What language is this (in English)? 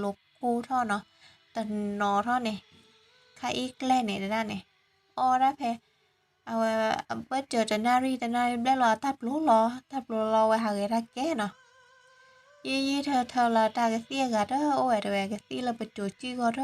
S'gaw Karen